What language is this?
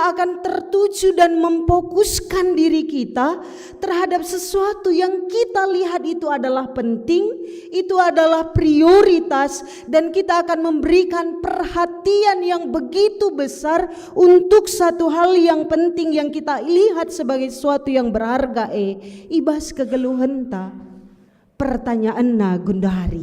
Batak Karo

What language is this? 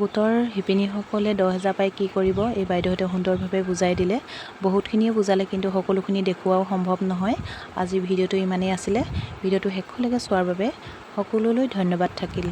Assamese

